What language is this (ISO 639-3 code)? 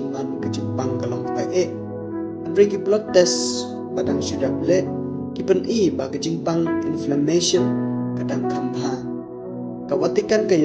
kha